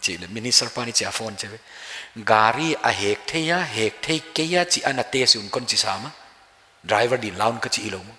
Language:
Paite Chin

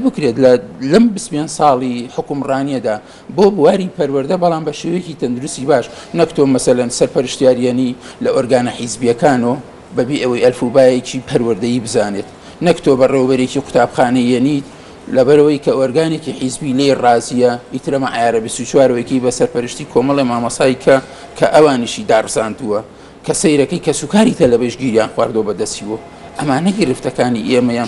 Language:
Central Kurdish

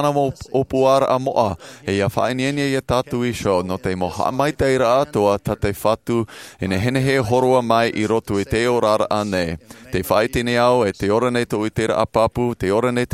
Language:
Tahitian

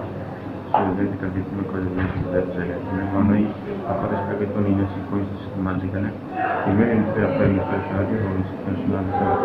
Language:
Tetum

